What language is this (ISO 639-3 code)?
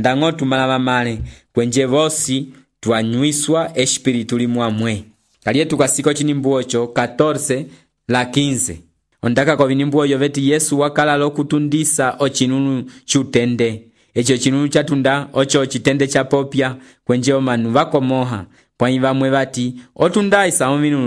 umb